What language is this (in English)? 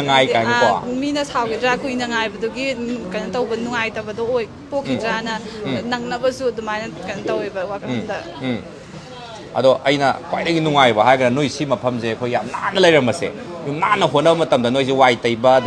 Manipuri